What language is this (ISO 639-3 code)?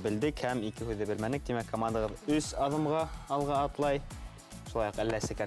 bak